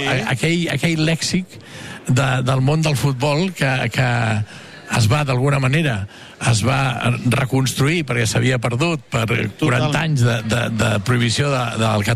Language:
Catalan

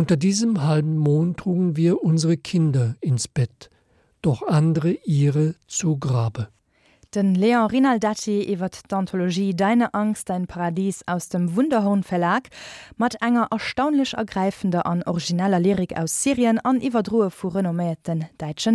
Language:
Luxembourgish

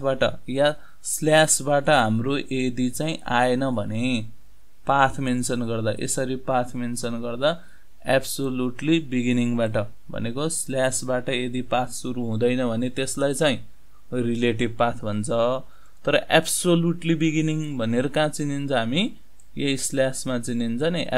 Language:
Nepali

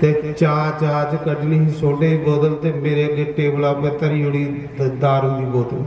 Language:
Dogri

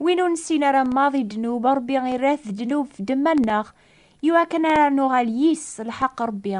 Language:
Kabyle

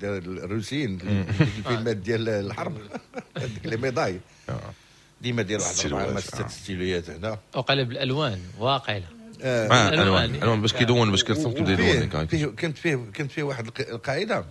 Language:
Moroccan Arabic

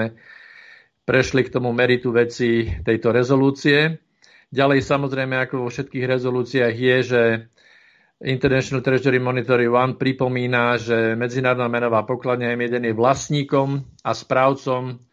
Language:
Slovak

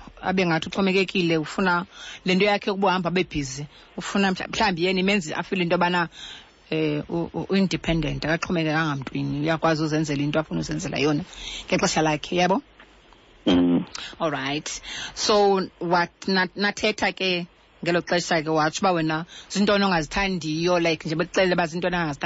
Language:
Xhosa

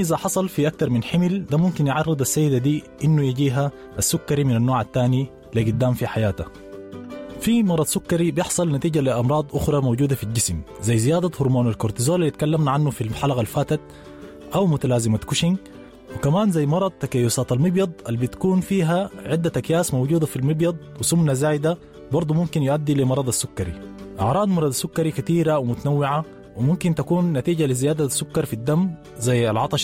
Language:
Sudanese Arabic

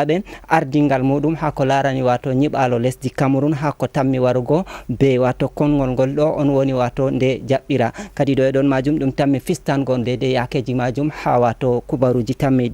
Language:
Fula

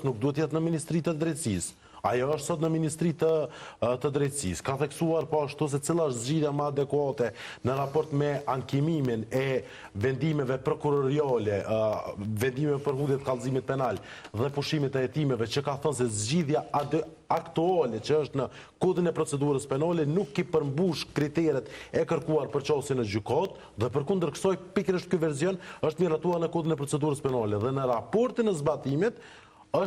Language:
Albanian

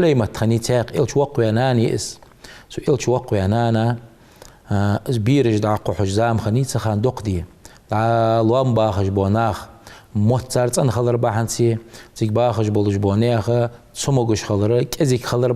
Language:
Ingush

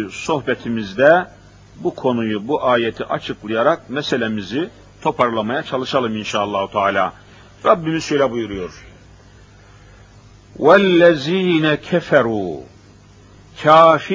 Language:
Turkish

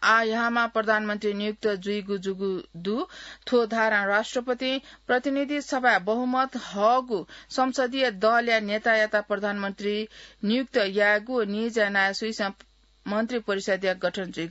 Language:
Newari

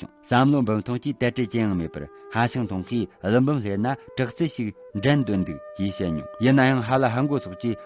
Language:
Tibetan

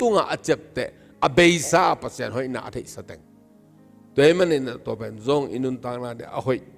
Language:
Tedim Chin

